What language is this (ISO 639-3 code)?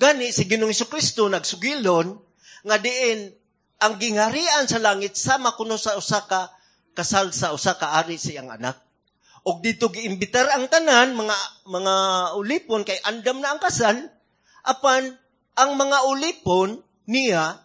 ceb